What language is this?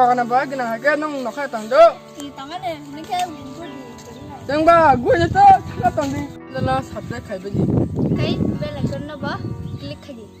Kok Borok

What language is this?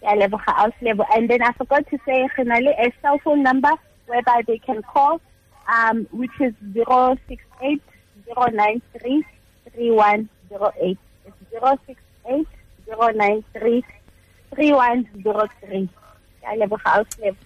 Tswana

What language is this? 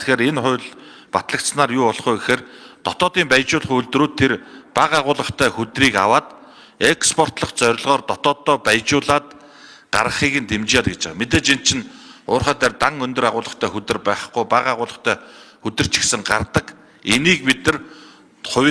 Mongolian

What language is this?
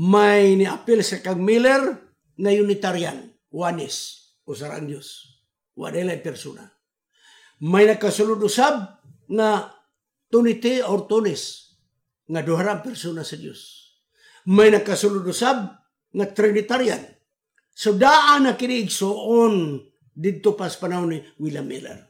Cebuano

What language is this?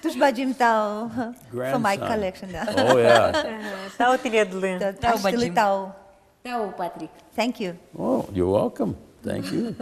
Udmurt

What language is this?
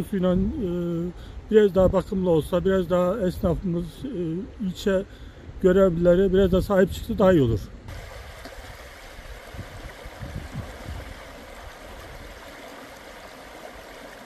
Turkish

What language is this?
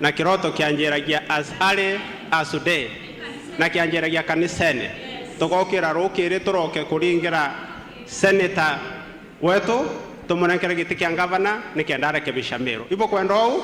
Meru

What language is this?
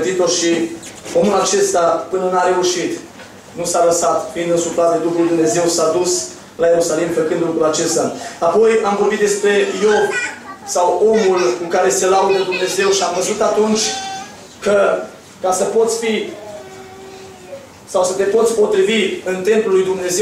Romanian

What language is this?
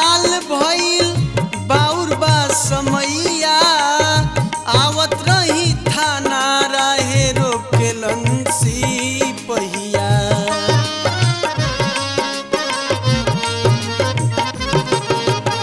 Bhojpuri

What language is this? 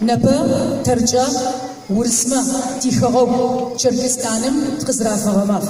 Adyghe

